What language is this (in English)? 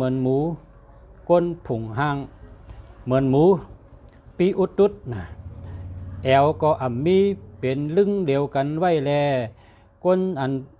Shan